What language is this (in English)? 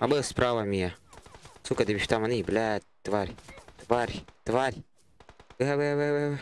Yakut